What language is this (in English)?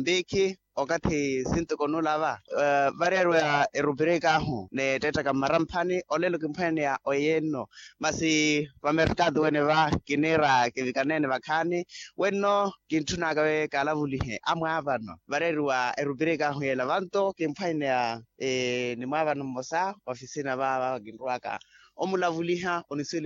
Makhuwa